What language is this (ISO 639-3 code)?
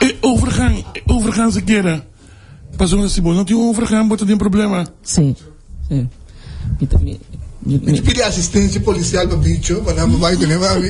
pap